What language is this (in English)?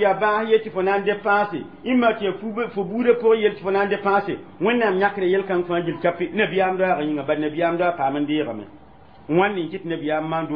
Mossi